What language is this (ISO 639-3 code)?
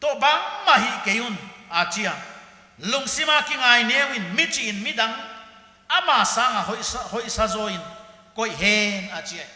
pck